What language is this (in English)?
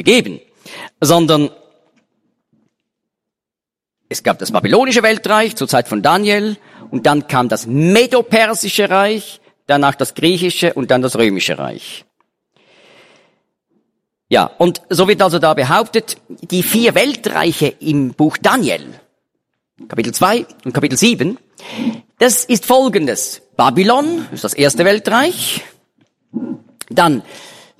German